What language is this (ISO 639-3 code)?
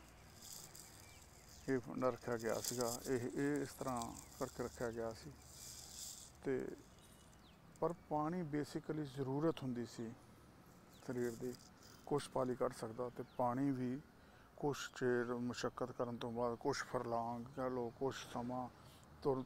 pan